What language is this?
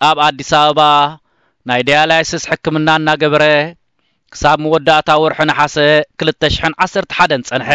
Tigrinya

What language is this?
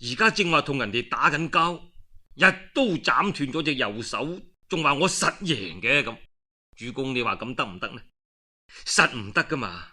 Cantonese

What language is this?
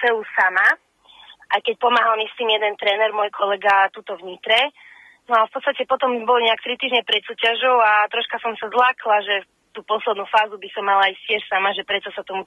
Slovak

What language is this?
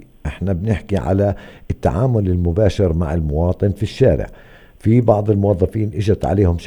North Levantine Arabic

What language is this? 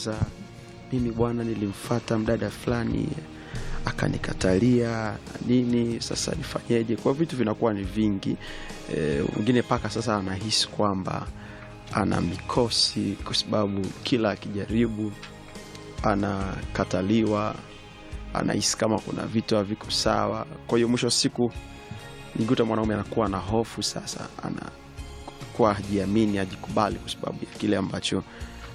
Swahili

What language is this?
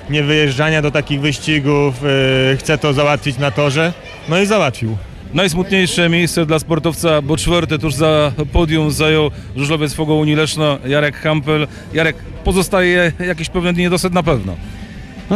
Polish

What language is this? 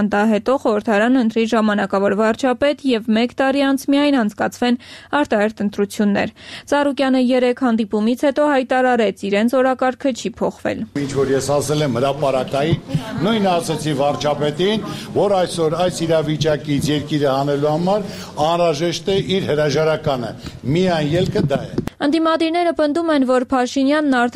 Armenian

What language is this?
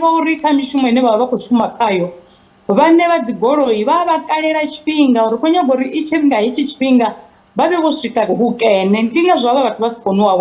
Venda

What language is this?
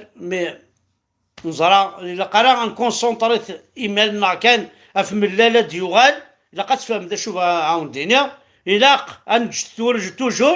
Kabyle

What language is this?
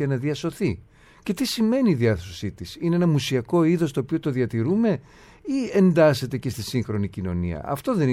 Greek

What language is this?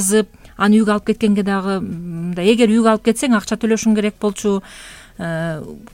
Kyrgyz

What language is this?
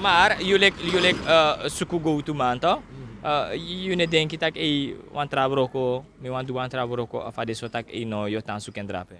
Sranan Tongo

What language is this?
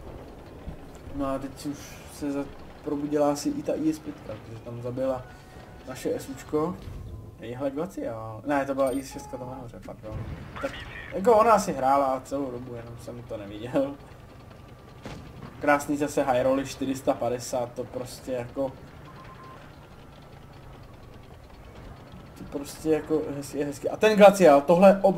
Czech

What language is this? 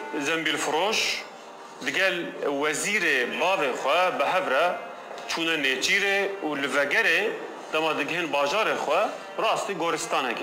Kurdish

